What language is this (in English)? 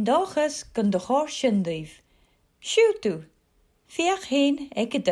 Scottish Gaelic